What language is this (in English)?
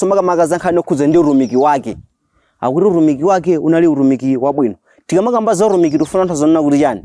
Nyanja